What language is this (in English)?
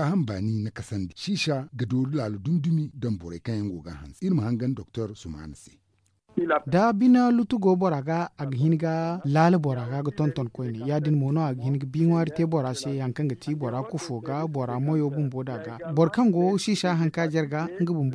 Zarma